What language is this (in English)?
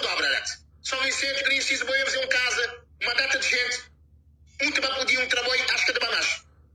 Kabuverdianu